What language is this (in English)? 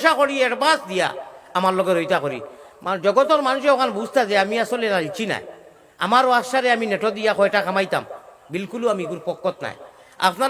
Sylheti